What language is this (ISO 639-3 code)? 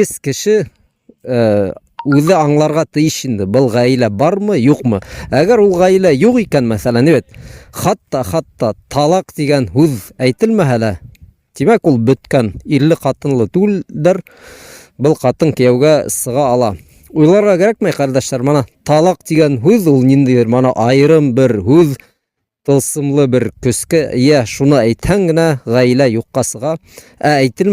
bak